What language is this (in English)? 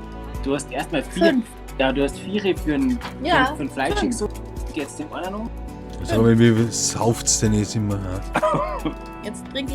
Bavarian